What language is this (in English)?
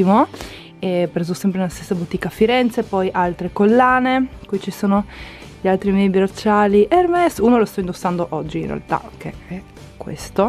Italian